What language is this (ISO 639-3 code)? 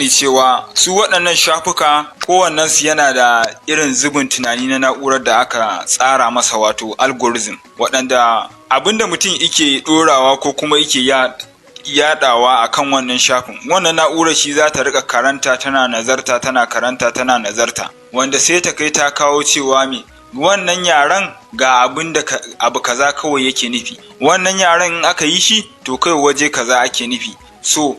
hau